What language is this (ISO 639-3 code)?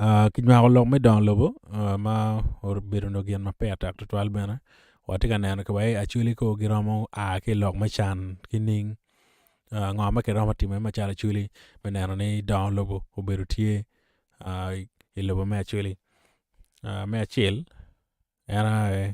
ach